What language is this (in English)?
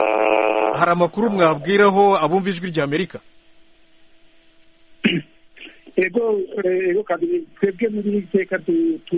Kinyarwanda